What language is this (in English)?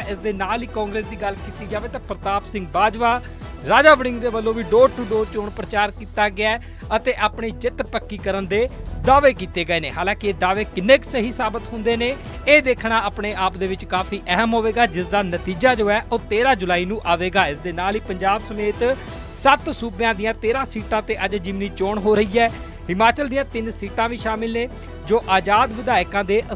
Punjabi